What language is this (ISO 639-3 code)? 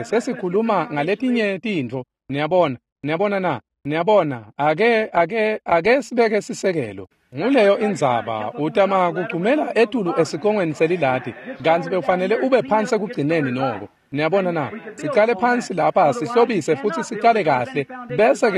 ssw